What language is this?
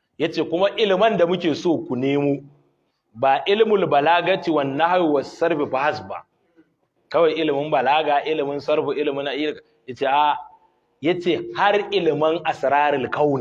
Hausa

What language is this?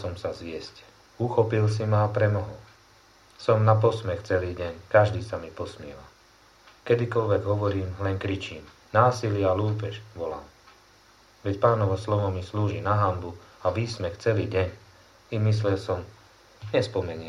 Slovak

